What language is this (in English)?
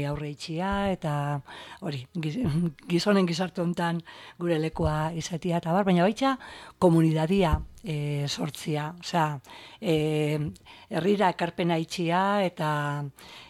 Basque